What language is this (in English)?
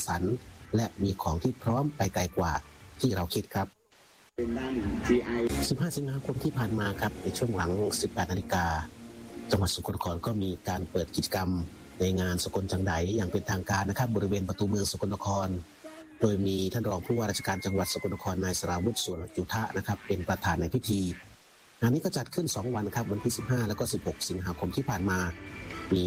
Thai